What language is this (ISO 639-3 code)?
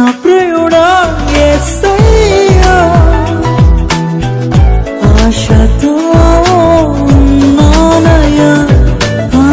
tel